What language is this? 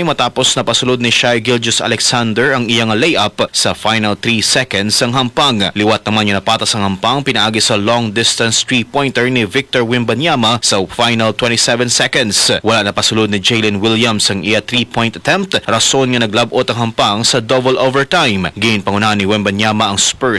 Hiligaynon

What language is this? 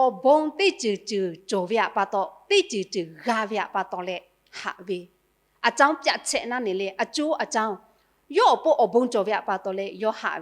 Lahu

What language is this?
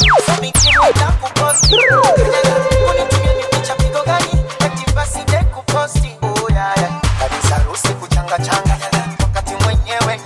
Swahili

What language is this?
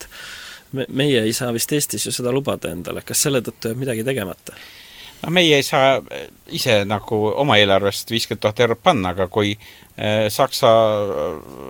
Estonian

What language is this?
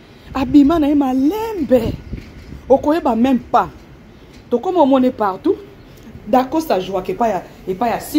Lingala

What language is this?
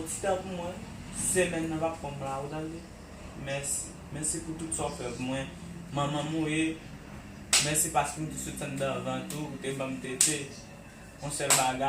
Haitian Creole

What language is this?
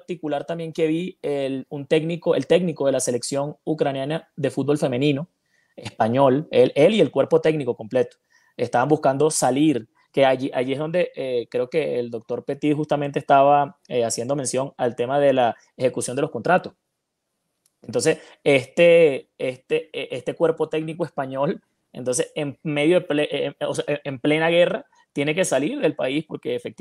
Spanish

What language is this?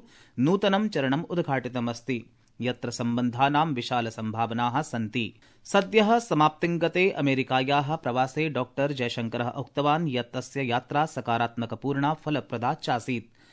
Sanskrit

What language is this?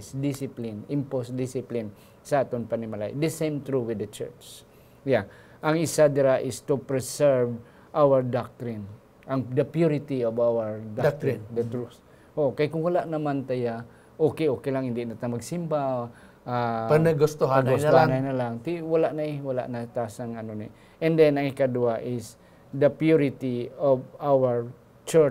Hiligaynon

